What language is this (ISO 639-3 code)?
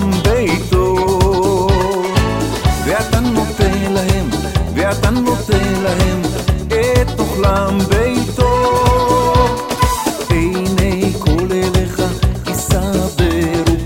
heb